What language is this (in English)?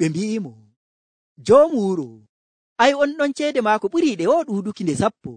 Nigerian Fulfulde